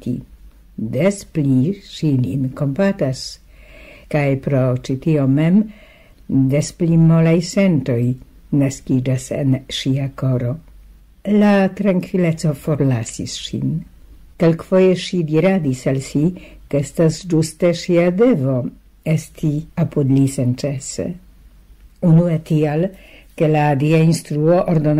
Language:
Esperanto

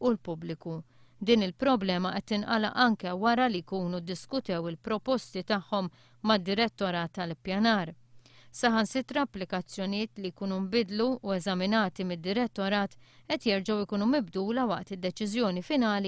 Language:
Maltese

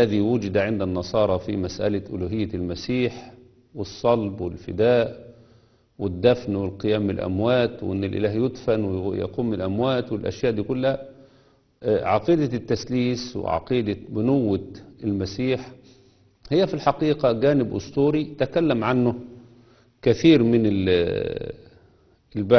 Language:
Egyptian Arabic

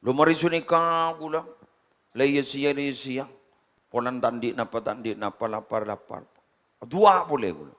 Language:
Madurese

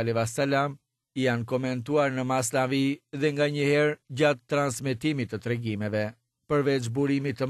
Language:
Albanian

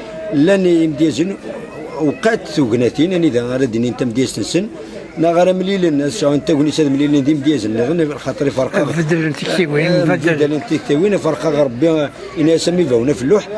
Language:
Kabyle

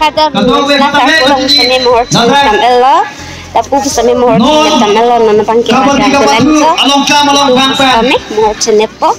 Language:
Karbi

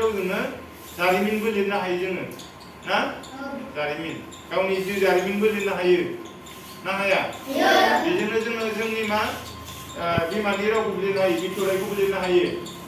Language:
Bodo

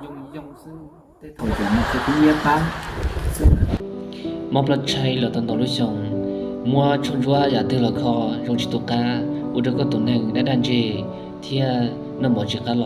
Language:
Hmong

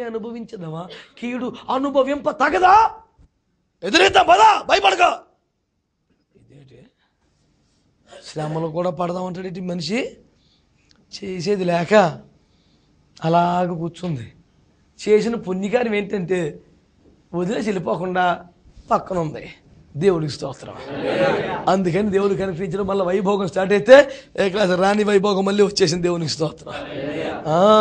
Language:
Telugu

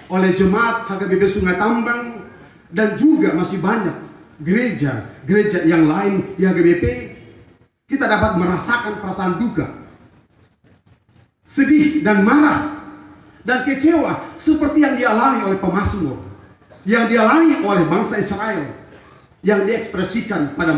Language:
Indonesian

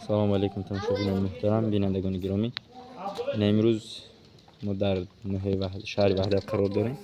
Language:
Tajik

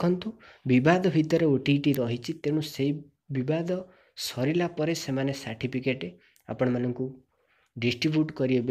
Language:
Odia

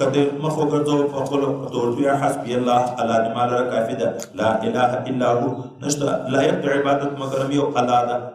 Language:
Pashto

